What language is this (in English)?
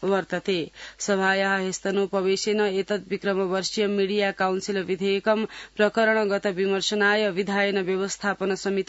Sanskrit